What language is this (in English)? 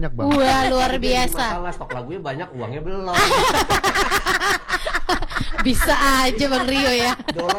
Indonesian